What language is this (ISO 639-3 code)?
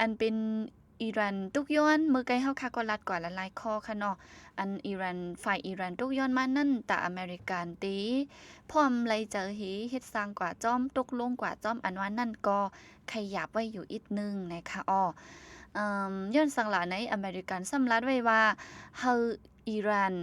shn